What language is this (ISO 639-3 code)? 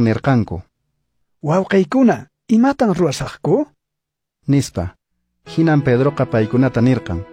que